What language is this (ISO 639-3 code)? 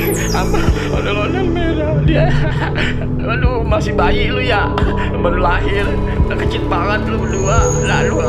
bew